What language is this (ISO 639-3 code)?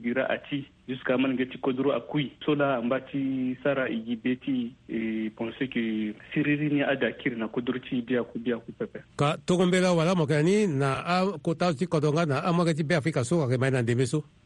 sag